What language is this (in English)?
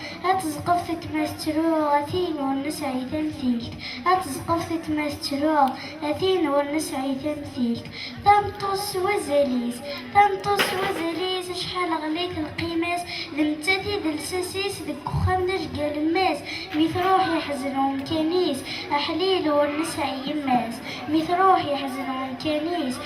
Kabyle